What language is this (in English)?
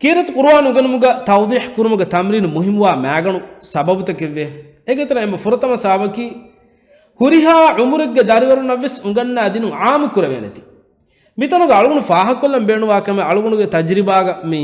Divehi